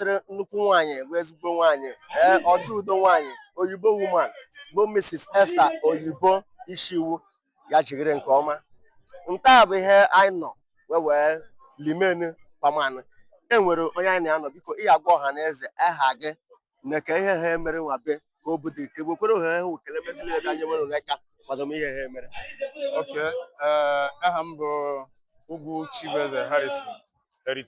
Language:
Igbo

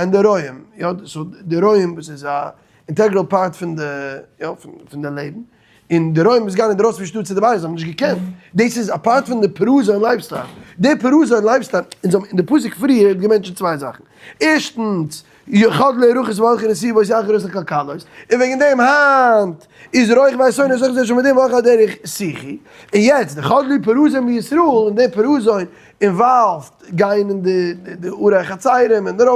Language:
Yiddish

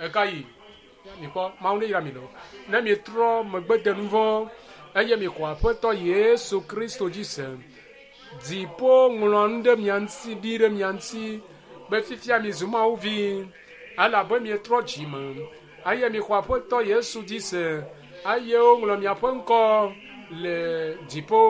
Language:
Ewe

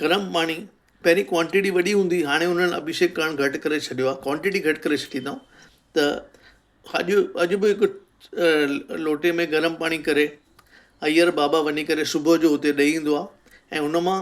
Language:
Sindhi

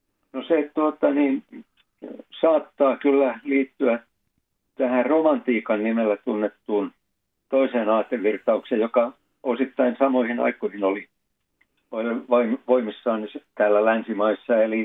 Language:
Finnish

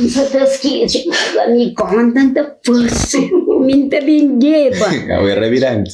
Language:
Kabuverdianu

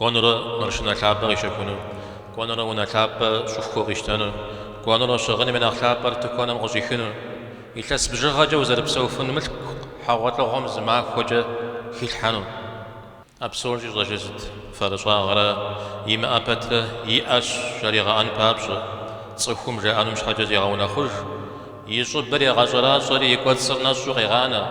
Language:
Kabardian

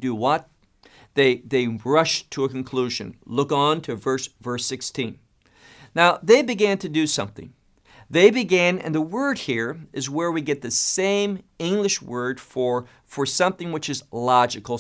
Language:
English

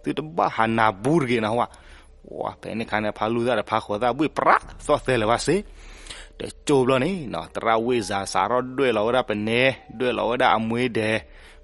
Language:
S'gaw Karen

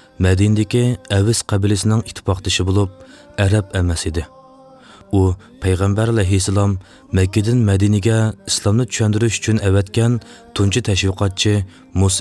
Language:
Uyghur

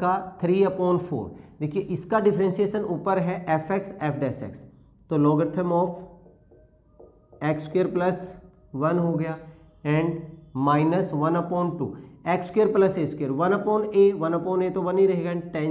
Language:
Hindi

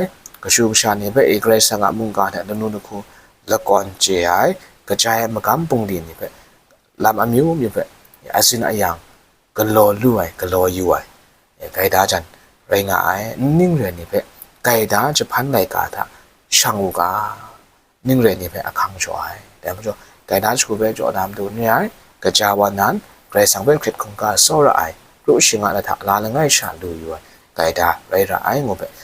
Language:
Kachin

